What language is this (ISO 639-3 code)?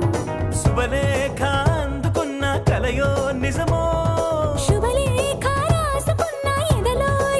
tel